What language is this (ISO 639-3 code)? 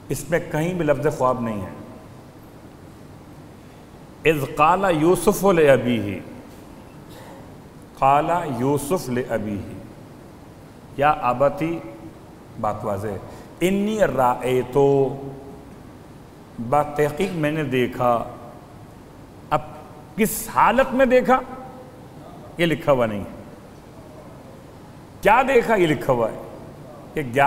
urd